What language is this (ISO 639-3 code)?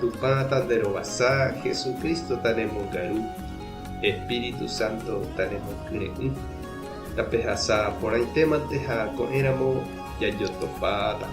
grn